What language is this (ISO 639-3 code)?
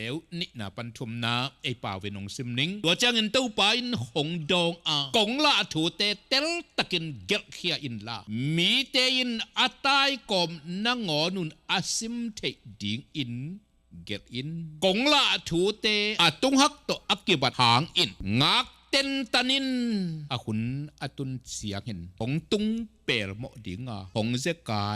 ctd